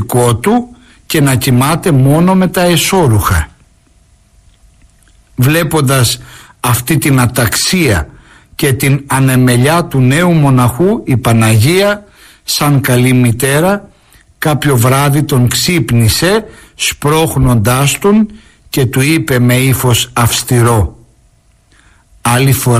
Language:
Greek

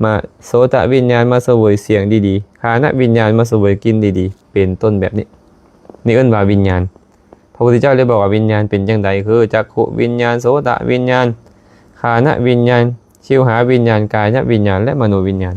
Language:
Lao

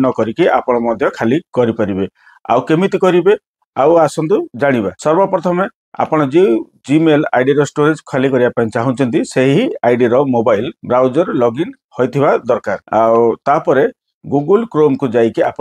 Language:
Odia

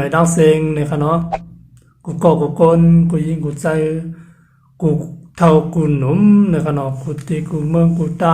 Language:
Shan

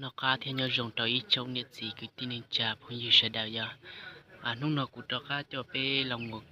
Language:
Hmong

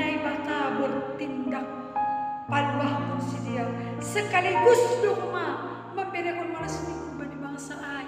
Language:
Batak Simalungun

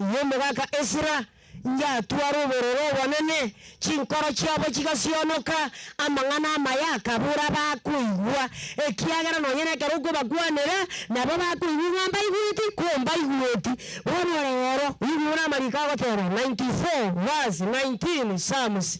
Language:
Gusii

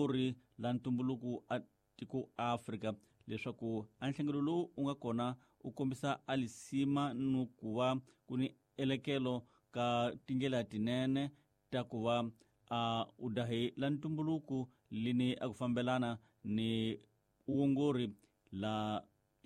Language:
Tsonga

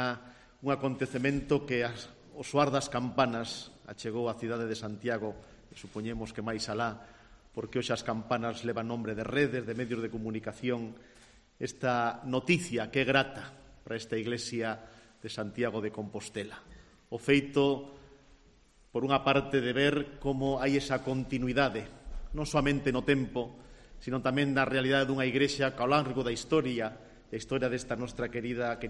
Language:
Galician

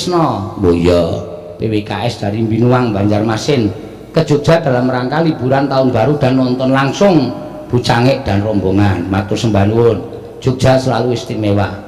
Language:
Javanese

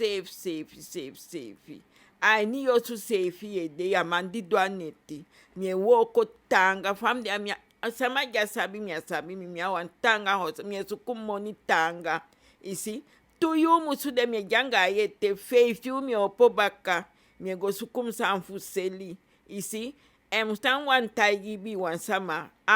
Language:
Eastern Maroon Creole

